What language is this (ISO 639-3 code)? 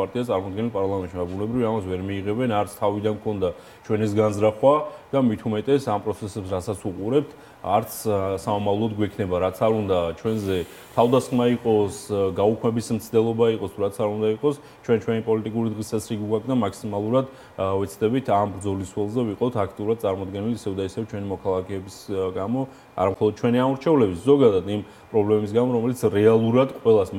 kat